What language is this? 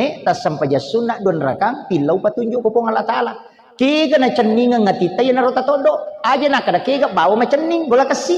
Buginese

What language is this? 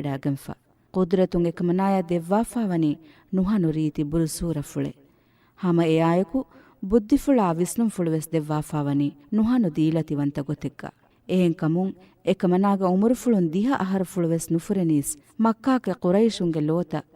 Divehi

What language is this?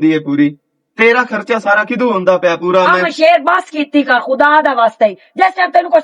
Western Panjabi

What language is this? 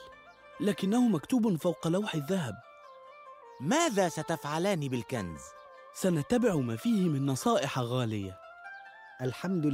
Mesopotamian Arabic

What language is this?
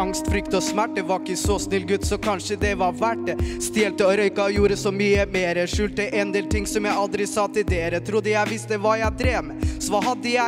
Norwegian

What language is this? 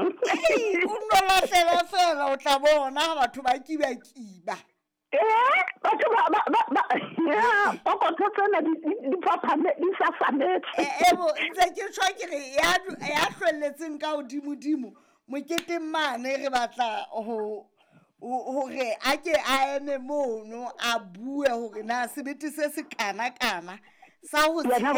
Southern Sotho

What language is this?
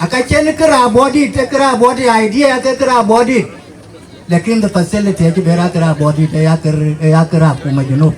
Dinka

